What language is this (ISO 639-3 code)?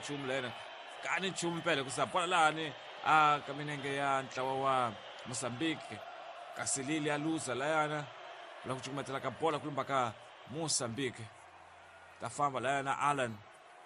tso